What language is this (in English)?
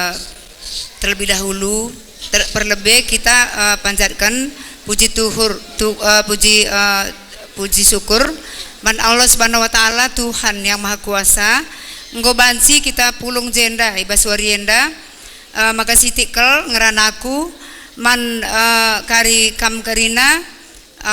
Batak Karo